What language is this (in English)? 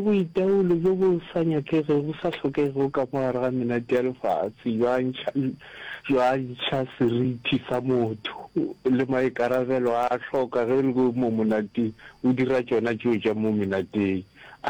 Northern Sotho